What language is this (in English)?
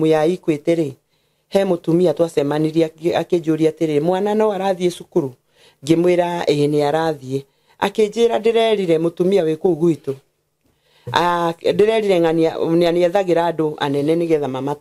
Kikuyu